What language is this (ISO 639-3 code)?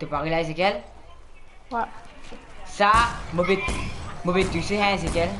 mfe